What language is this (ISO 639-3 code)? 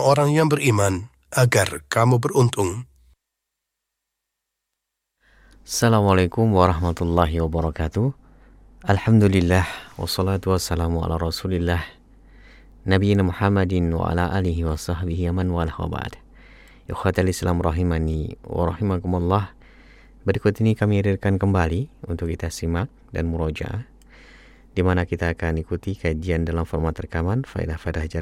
ind